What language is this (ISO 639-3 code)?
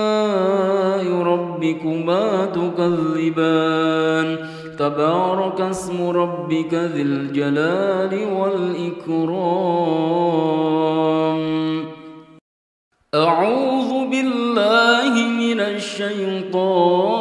ara